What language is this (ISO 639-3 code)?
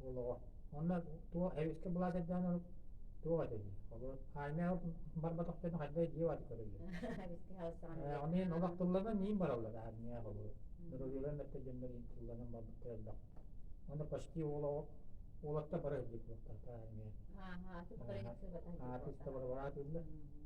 sah